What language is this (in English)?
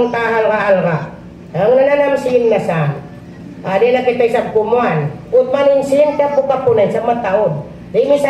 Tausug